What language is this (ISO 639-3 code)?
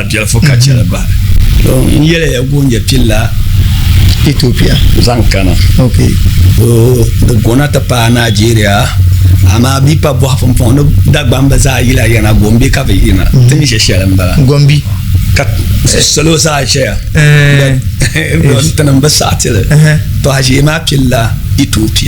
dag